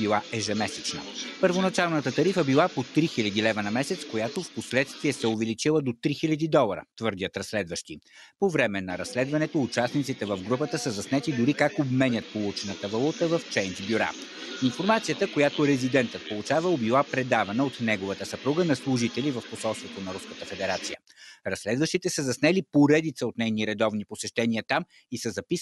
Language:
Bulgarian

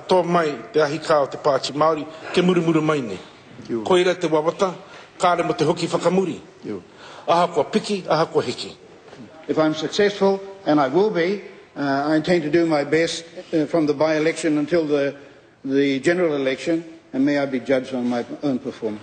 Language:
Māori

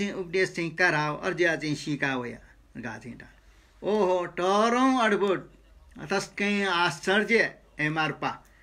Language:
Newari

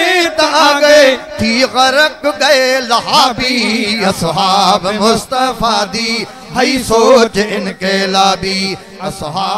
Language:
Saraiki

